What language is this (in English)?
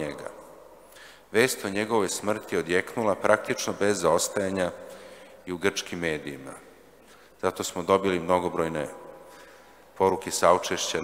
Serbian